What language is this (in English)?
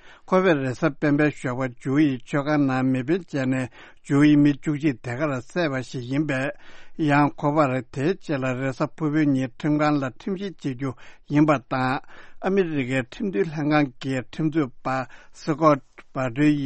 Tibetan